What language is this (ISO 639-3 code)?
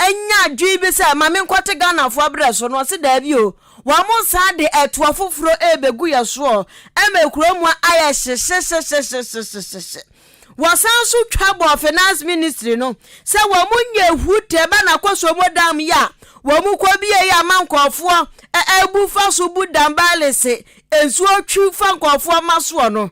aka